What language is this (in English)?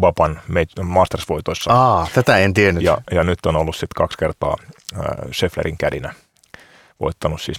Finnish